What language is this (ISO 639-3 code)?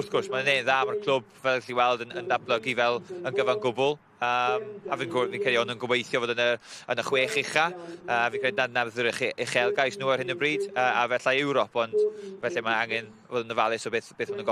cym